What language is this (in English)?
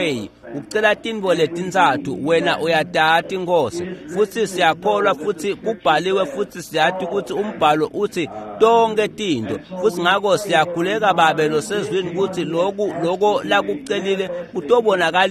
Swati